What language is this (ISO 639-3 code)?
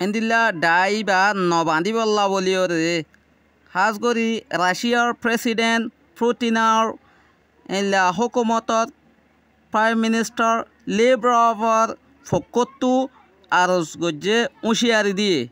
rhg